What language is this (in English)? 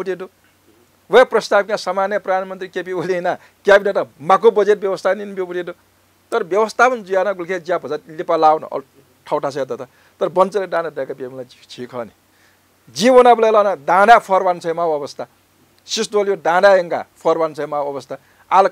Newari